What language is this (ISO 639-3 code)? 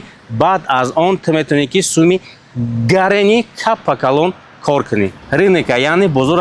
tgk